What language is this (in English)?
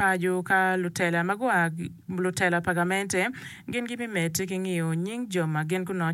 Acoli